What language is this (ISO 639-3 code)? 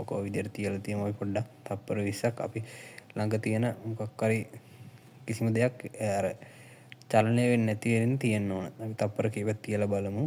sin